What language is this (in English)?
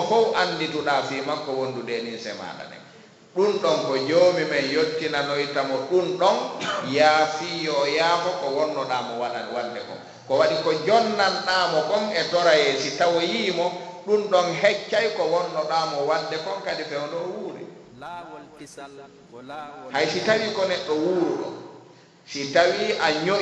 Fula